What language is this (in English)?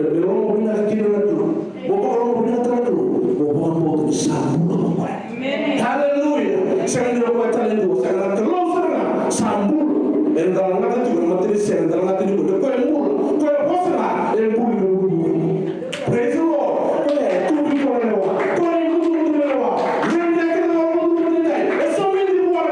Fijian